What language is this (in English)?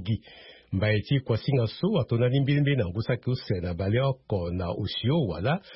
Sango